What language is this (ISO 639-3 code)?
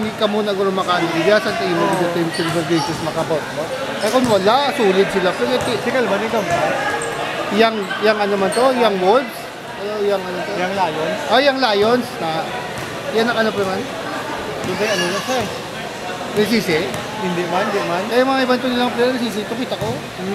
fil